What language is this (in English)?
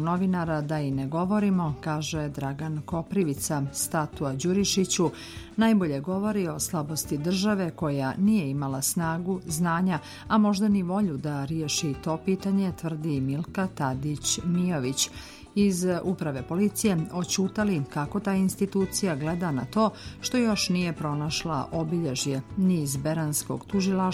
Serbian